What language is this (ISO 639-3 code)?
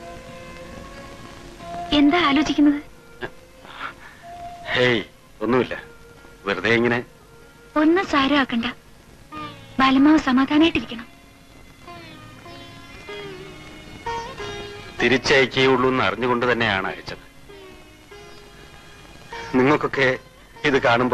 mal